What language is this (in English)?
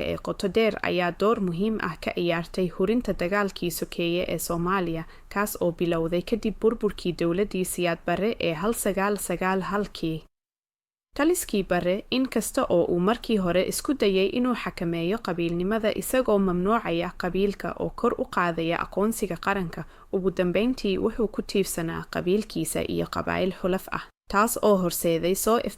Somali